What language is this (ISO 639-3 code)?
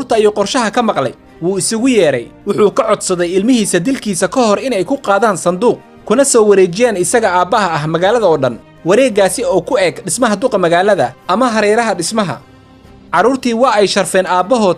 som